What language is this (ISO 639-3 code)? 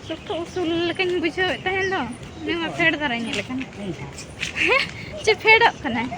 sat